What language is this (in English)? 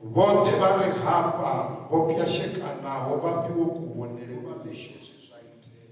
Venda